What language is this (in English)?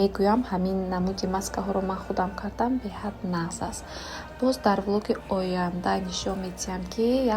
Tajik